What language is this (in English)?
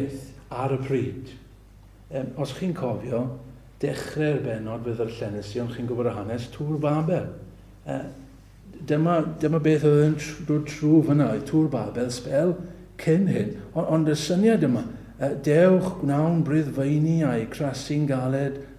Welsh